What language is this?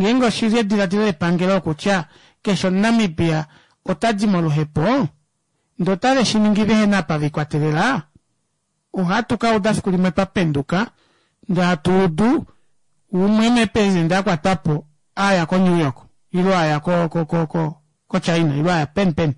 Kuanyama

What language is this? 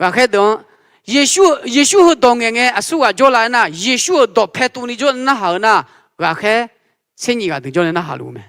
Akha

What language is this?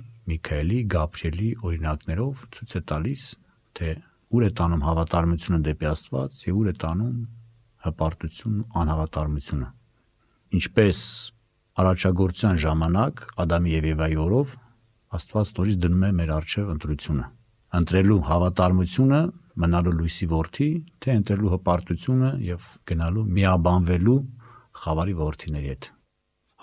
Armenian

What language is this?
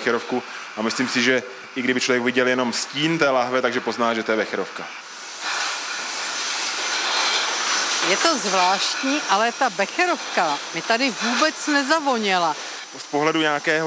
Czech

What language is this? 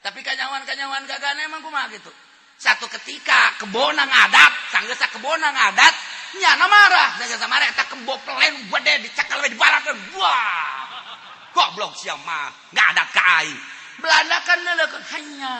Sundanese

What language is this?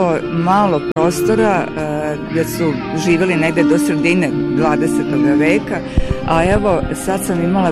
Serbian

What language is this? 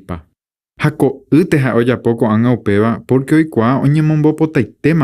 Guarani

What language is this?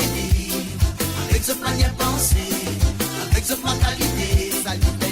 Morisyen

